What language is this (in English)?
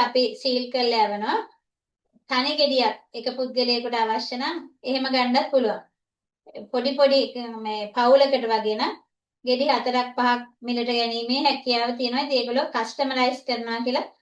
Sinhala